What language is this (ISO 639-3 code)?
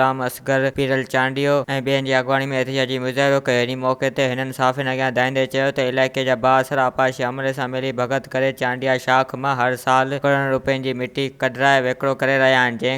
snd